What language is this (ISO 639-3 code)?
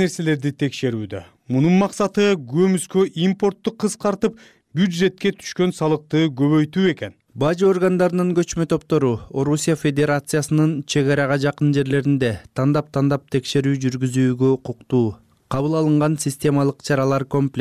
kir